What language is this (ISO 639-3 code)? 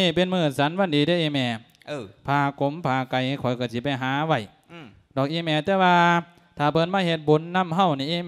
lao